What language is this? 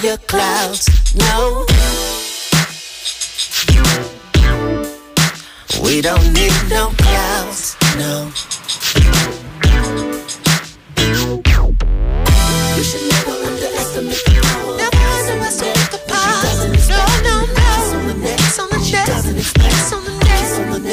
English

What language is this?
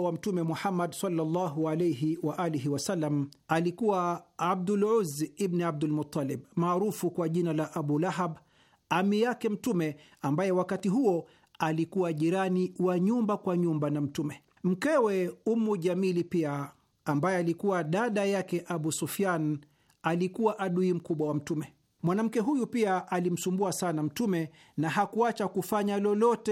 Swahili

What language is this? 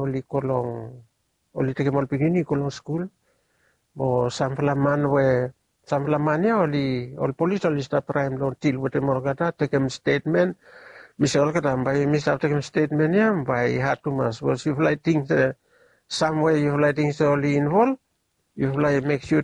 Bislama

